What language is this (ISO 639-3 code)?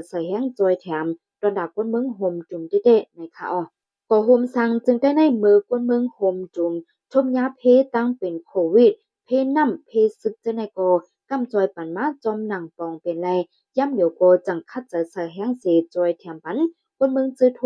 shn